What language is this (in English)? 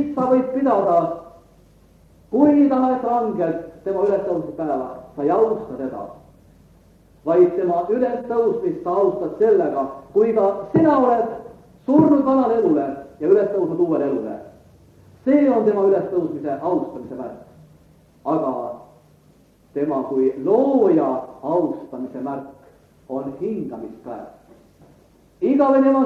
Estonian